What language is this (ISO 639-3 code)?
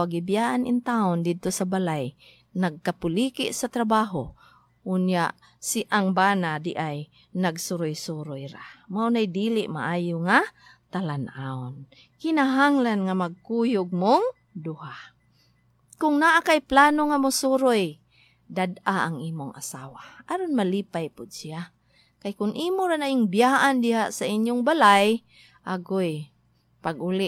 ceb